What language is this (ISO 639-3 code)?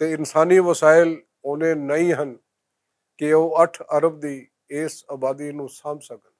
lah